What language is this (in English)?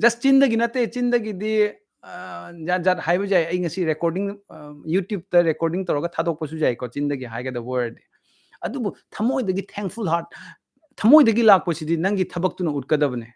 Manipuri